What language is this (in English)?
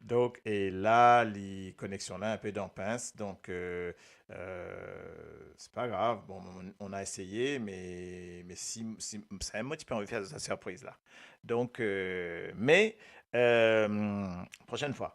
Morisyen